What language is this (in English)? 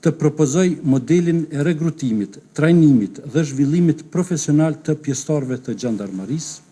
Albanian